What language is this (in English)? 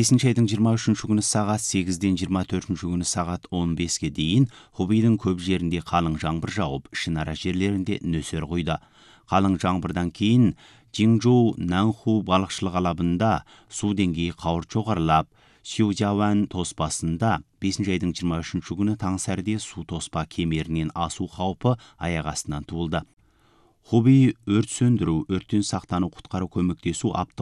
Kazakh